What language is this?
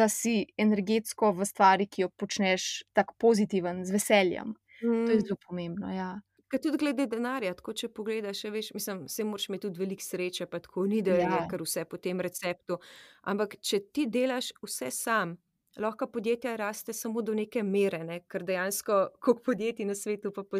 Slovenian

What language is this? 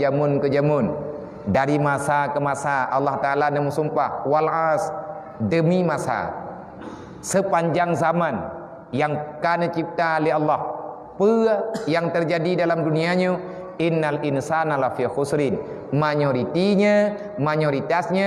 Achinese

